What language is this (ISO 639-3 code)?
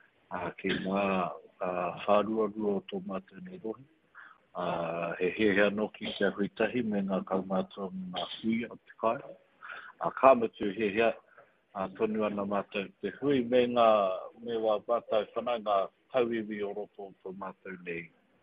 mri